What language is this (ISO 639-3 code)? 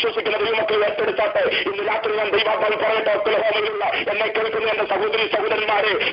mal